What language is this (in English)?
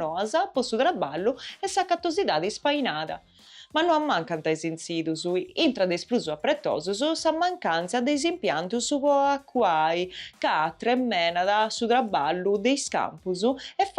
Sardinian